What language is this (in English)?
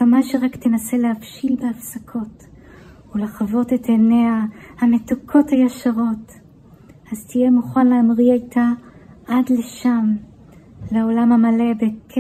Hebrew